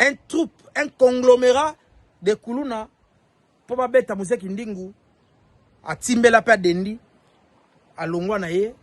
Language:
Lingala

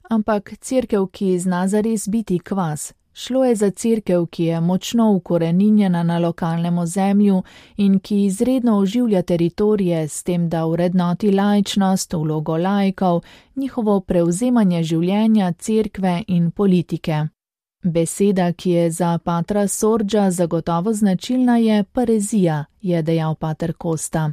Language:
Slovenian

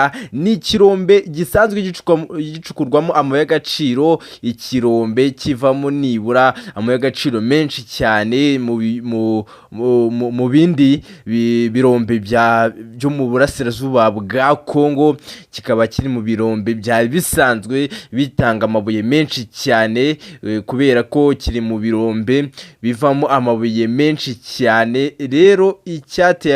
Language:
Kinyarwanda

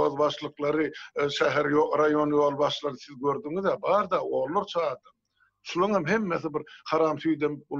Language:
Turkmen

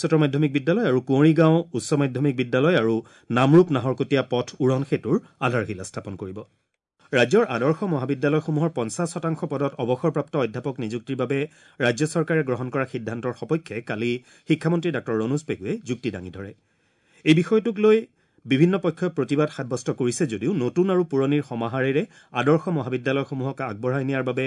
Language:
Assamese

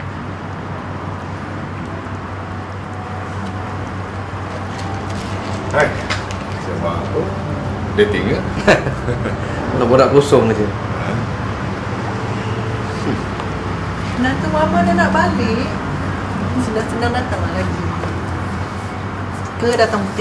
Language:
Malay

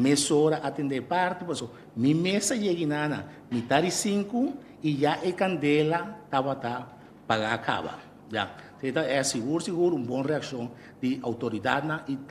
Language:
Papiamento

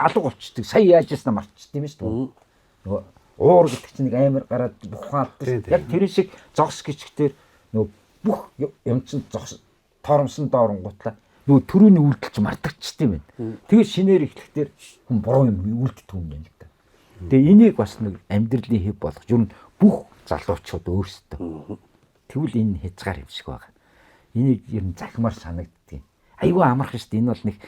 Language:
Mongolian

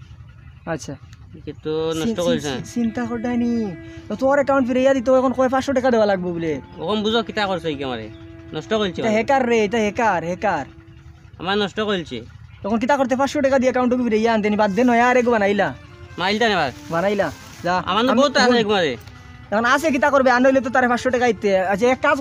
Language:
Sylheti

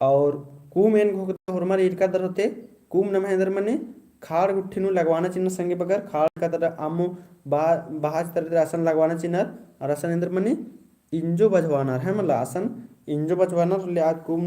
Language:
Kurukh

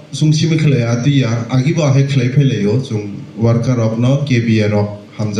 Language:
Kok Borok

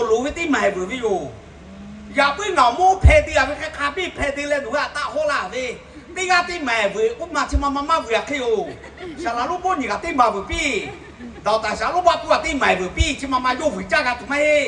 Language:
Lahu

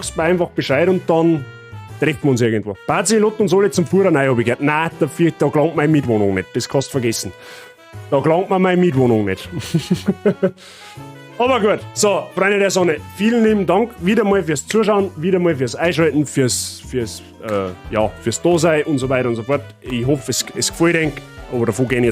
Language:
Bavarian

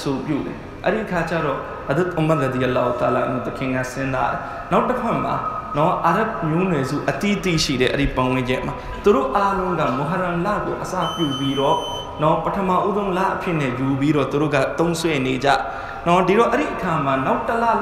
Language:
Burmese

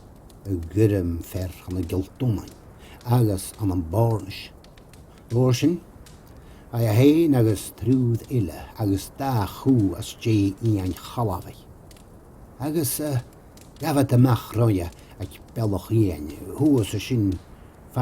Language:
Scottish Gaelic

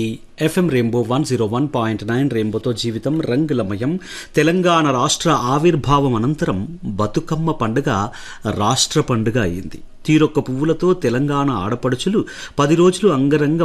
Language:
Telugu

